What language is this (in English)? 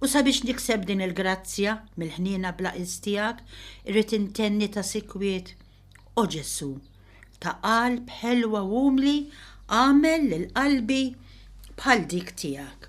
Maltese